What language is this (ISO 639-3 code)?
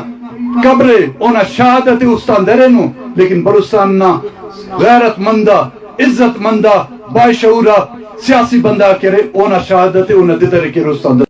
brh